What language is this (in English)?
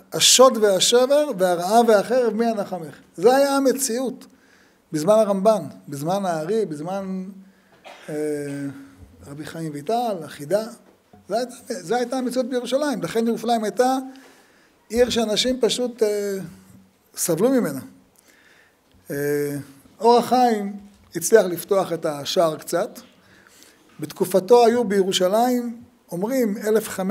Hebrew